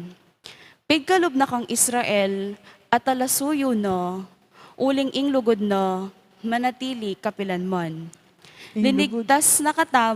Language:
Pampanga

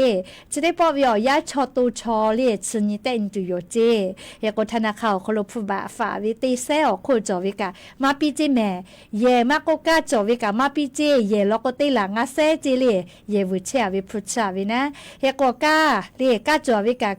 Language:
Lahu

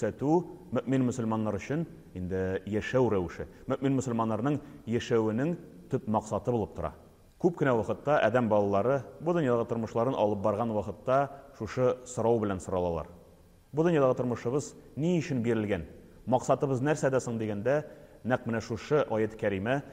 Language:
Tatar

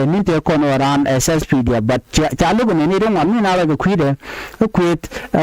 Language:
Nuer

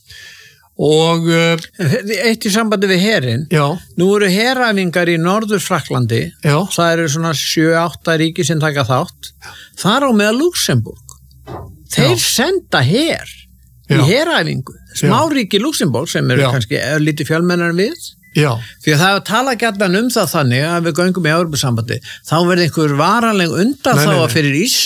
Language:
Icelandic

